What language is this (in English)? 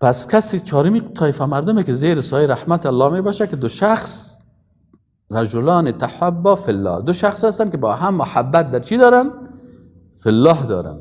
Persian